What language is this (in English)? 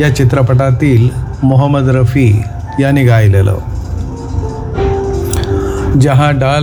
Marathi